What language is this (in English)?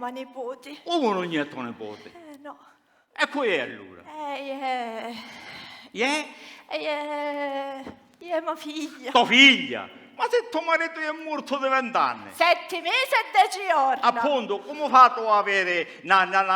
Sicilian